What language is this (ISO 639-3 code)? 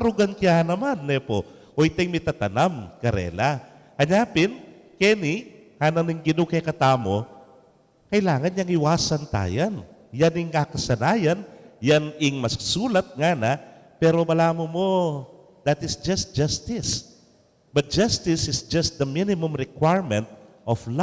pam